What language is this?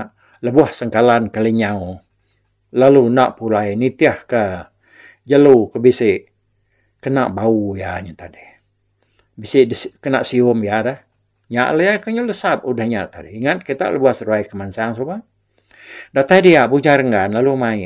Iban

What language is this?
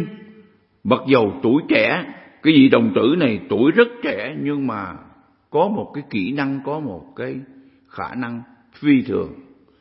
Vietnamese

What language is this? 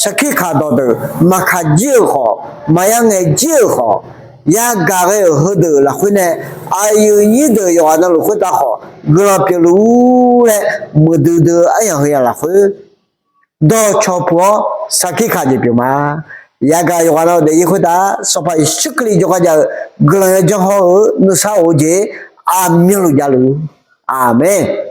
Akha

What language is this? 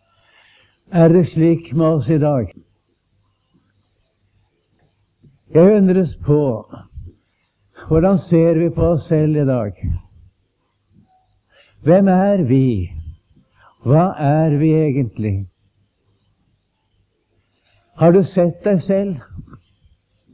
Norwegian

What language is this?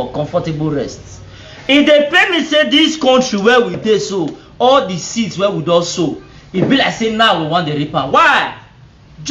Nigerian Pidgin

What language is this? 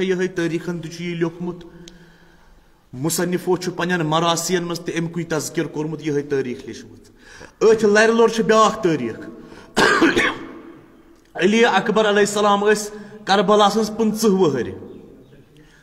Kashmiri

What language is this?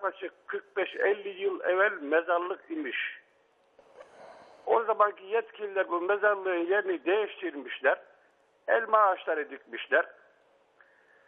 Turkish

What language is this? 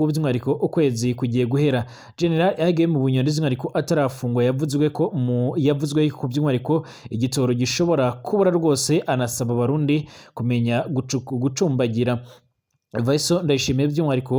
Rundi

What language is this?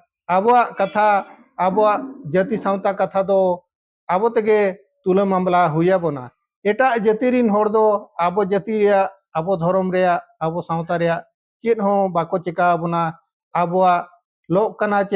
Santali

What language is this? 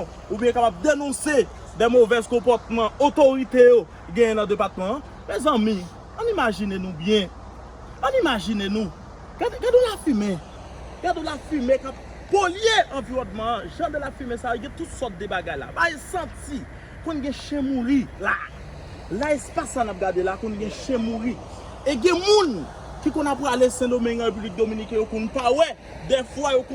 Haitian Creole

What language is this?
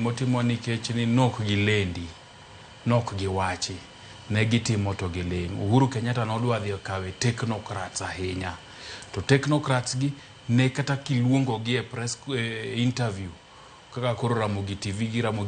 Luo (Kenya and Tanzania)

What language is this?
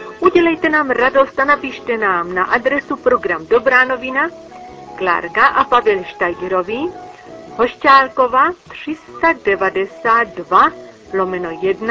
Czech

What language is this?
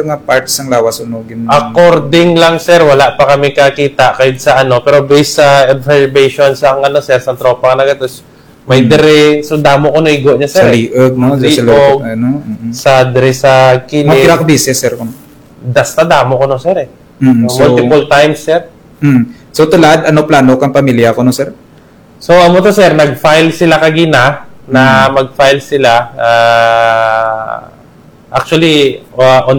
Kinaray-a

